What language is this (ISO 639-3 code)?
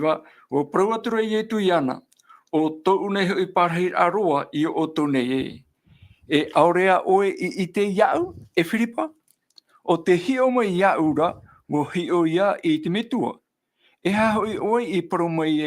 tah